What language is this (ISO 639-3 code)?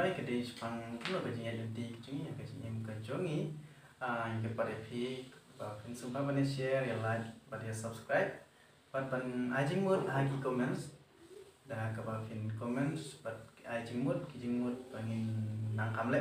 kha